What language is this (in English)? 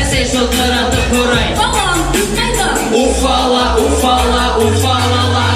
Bashkir